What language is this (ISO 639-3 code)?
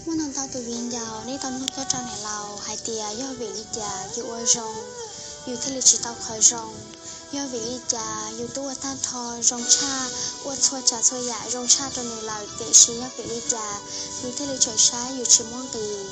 hmn